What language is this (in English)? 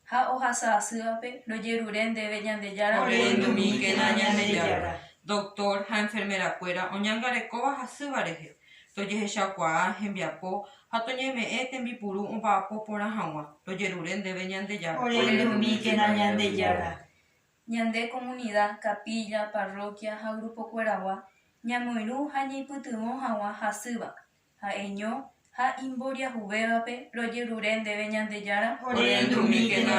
Guarani